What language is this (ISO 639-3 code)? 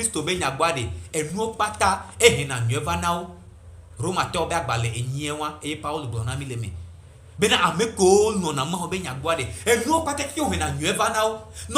gej